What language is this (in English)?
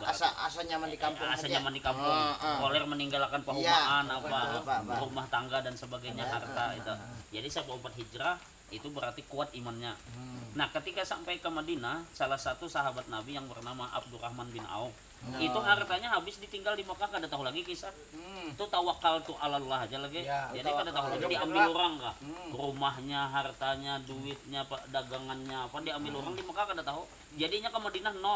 Banjar